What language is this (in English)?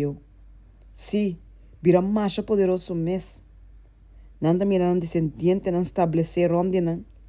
Papiamento